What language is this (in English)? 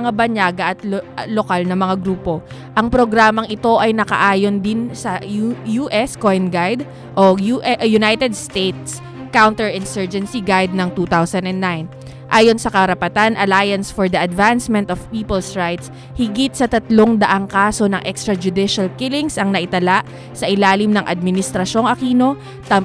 Filipino